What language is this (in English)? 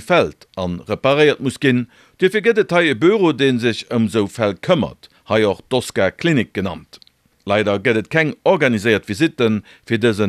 Luxembourgish